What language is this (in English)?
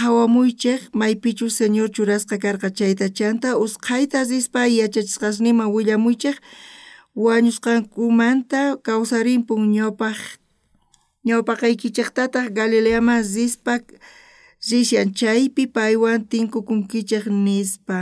South Bolivian Quechua